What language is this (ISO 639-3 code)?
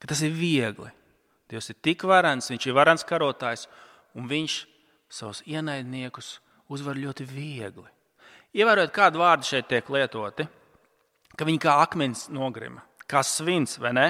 lav